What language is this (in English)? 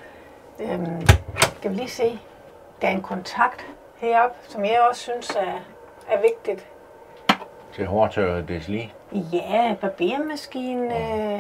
Danish